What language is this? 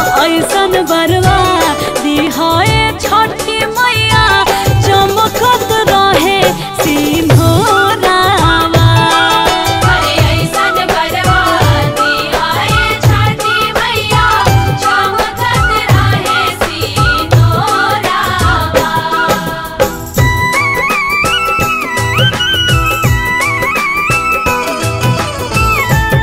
Bhojpuri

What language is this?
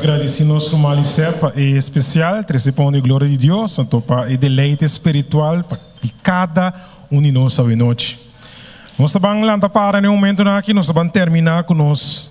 Papiamento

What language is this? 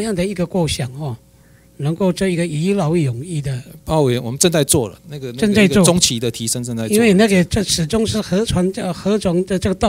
Chinese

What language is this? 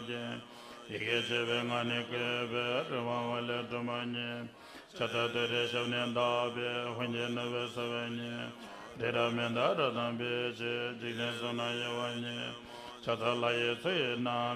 Tibetan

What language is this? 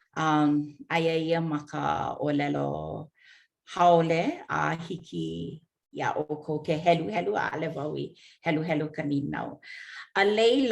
Hawaiian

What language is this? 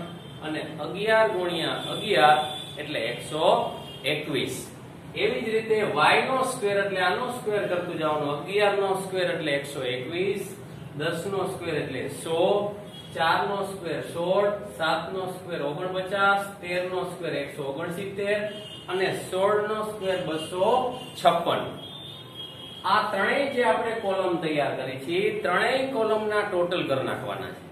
Gujarati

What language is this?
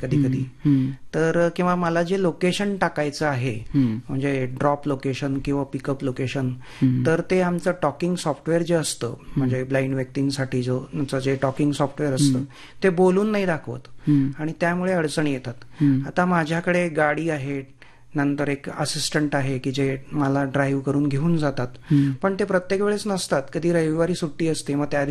Marathi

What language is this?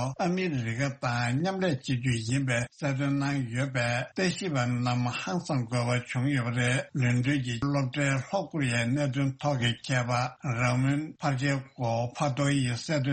Tibetan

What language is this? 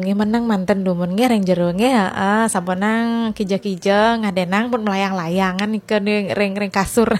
Balinese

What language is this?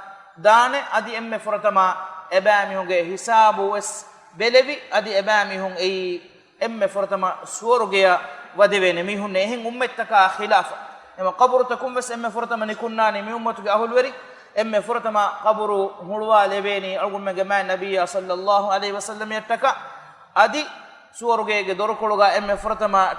Divehi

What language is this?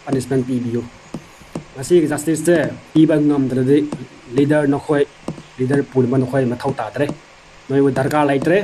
Manipuri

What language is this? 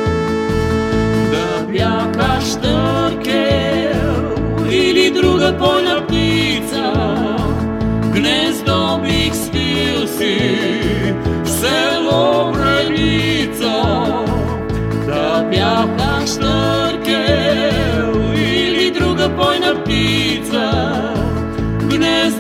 Bulgarian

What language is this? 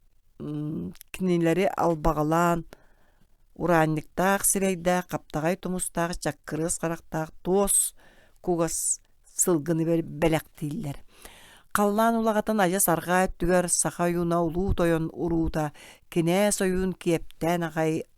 Yakut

